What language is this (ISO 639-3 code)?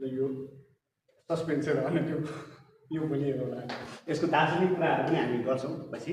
nep